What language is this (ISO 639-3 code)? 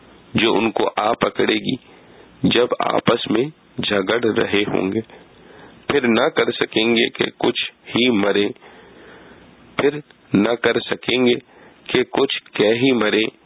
urd